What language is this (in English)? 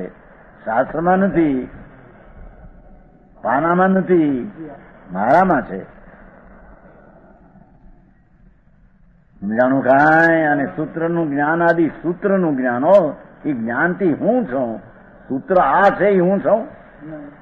Gujarati